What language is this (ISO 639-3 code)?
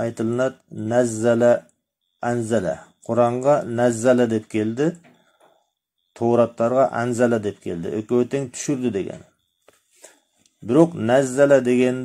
kir